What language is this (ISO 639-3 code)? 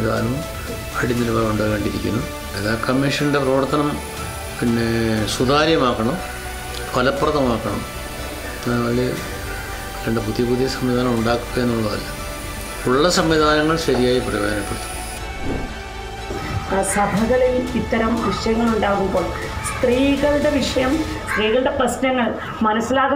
mal